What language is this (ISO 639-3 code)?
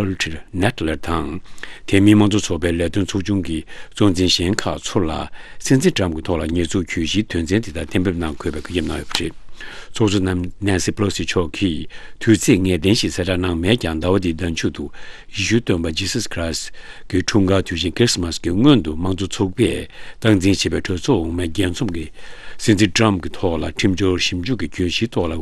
bod